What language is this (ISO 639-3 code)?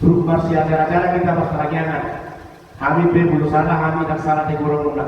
bbc